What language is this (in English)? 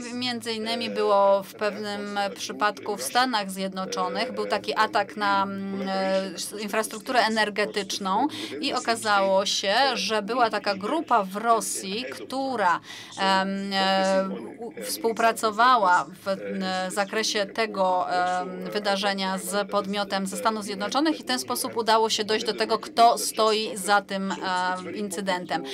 Polish